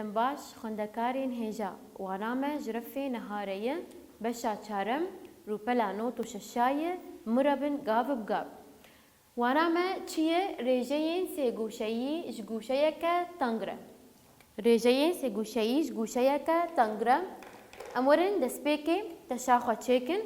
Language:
Kurdish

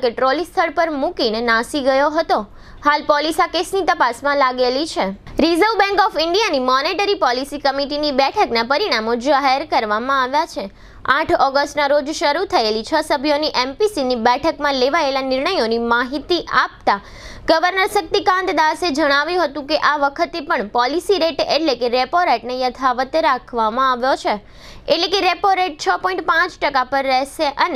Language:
Gujarati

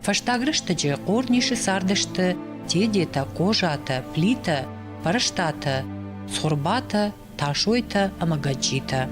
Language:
Ossetic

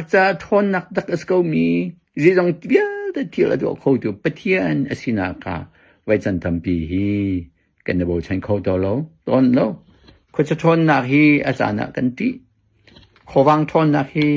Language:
Hakha Chin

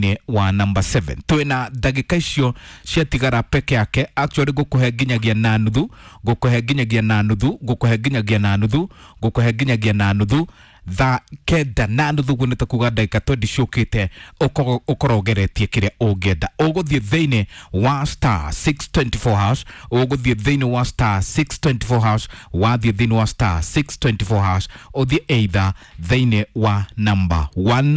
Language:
Kikuyu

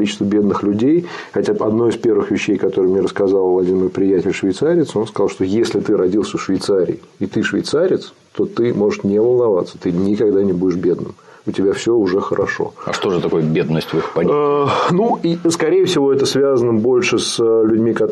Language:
Russian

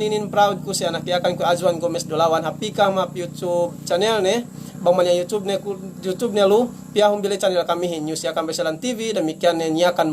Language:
Yakan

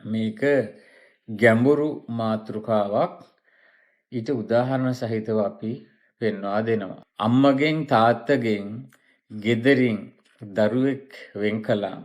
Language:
Sinhala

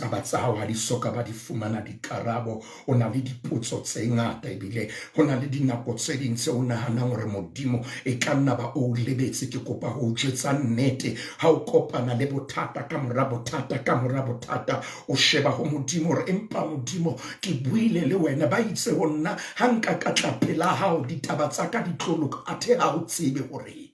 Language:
Southern Sotho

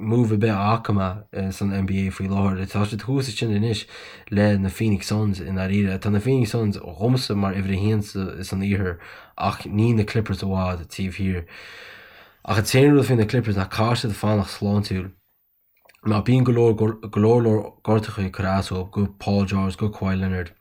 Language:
Irish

